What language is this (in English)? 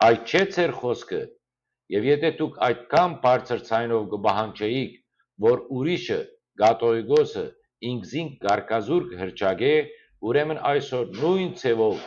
Western Armenian